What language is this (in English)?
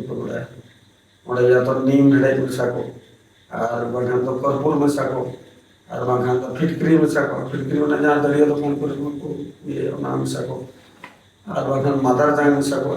Santali